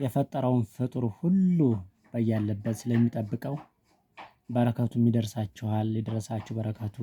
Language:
Amharic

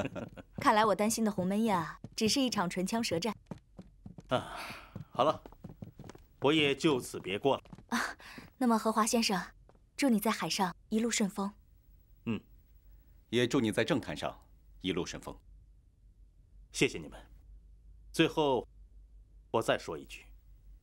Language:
Chinese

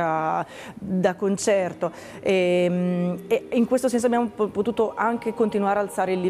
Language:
Italian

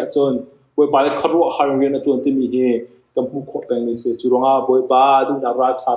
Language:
Hakha Chin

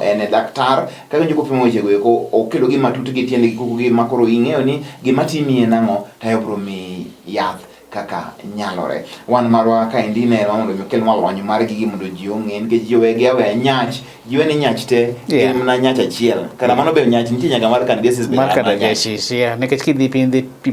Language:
Luo (Kenya and Tanzania)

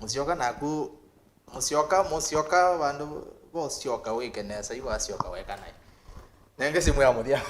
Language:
Kamba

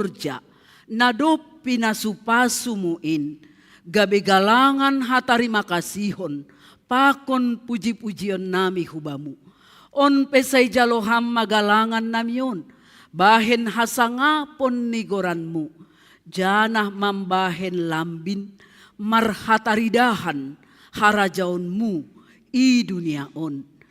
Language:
Batak Simalungun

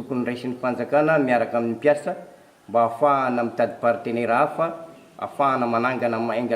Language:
Malagasy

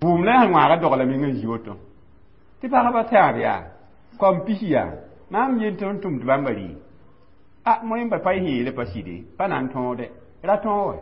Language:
Mossi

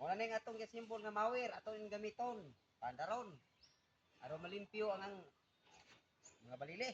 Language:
Cebuano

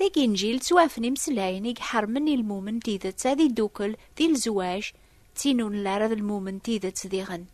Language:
Kabyle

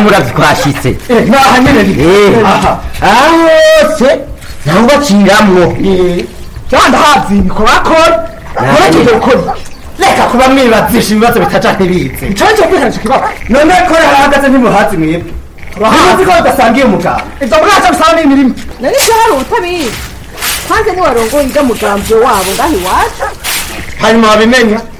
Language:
Rundi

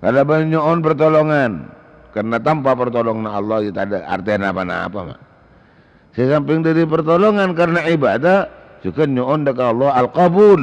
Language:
Madurese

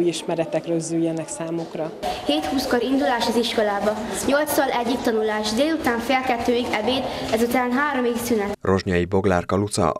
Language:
Hungarian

